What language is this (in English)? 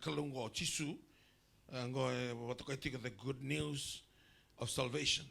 Fijian